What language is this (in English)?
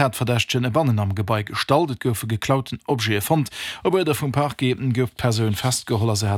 Luxembourgish